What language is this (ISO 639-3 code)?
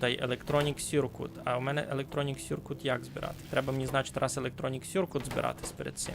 rue